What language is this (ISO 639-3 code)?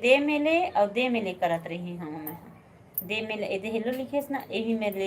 hne